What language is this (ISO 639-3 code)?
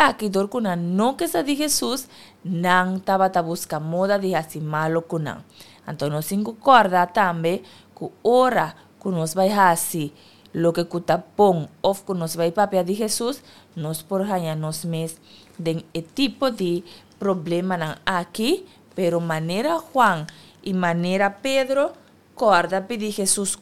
pap